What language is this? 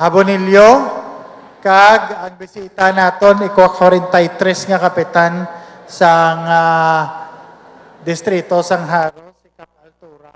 Hiligaynon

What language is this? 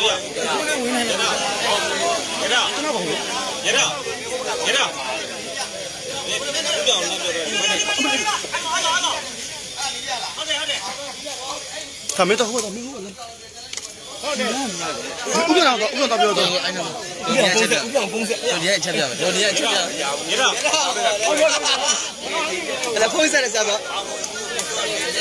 Burmese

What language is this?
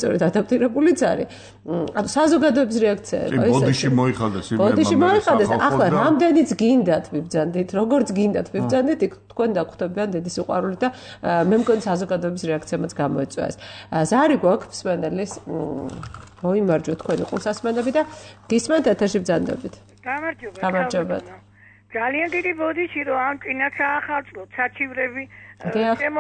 Georgian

